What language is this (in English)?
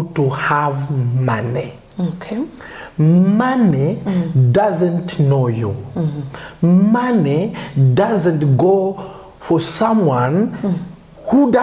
Nyanja